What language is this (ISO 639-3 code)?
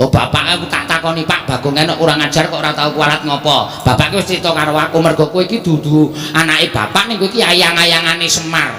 jav